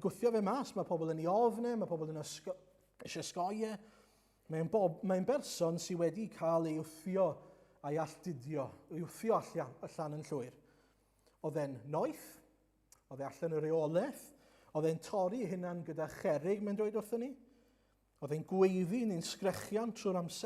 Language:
Welsh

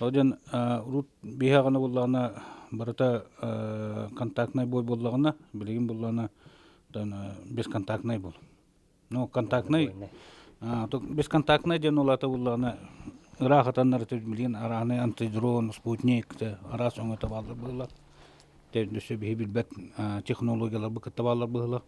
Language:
Yakut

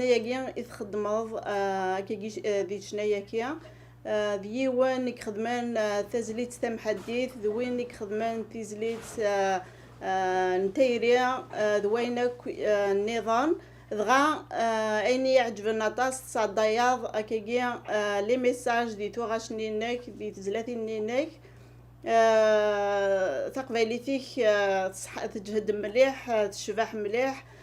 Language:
Kabyle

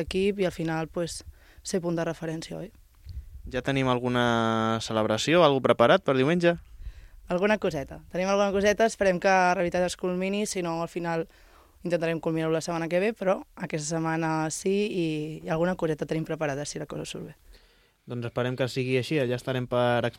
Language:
Catalan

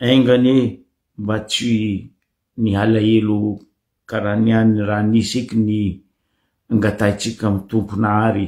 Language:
Malagasy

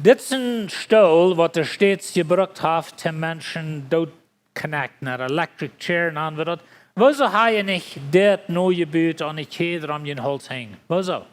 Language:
Plautdietsch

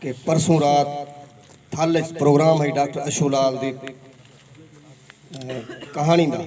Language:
Saraiki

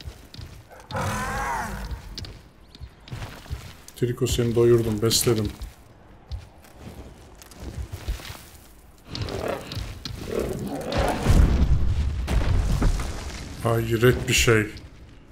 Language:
Turkish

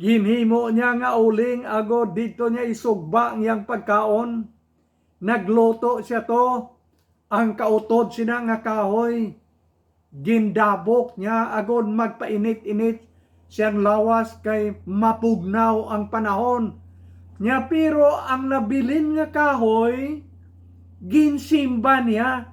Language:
Hiligaynon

